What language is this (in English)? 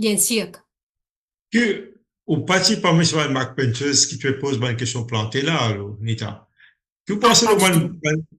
Morisyen